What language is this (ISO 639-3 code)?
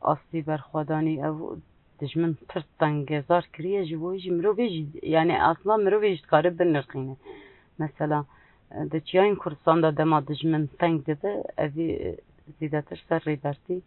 kur